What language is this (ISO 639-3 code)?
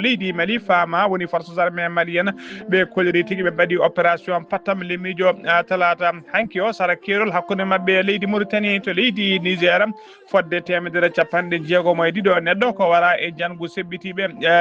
ful